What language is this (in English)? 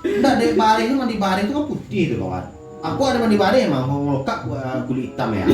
Minangkabau